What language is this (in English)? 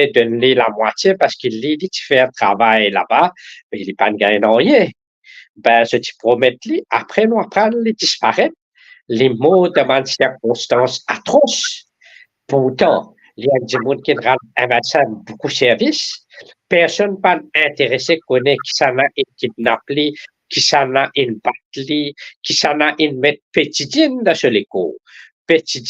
Morisyen